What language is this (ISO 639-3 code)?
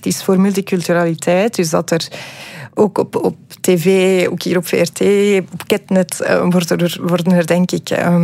nld